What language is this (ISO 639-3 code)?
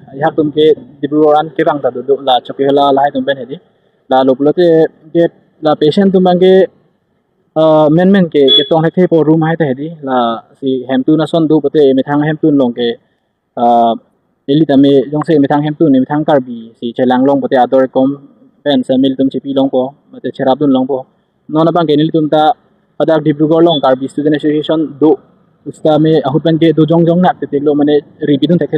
mjw